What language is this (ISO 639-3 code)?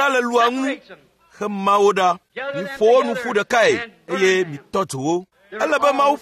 ewe